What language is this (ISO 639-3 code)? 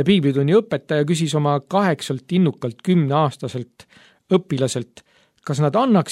est